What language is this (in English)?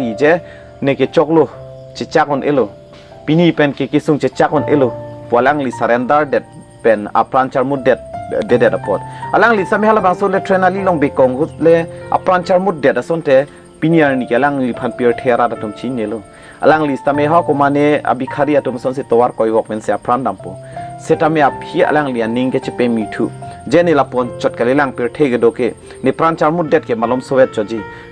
Karbi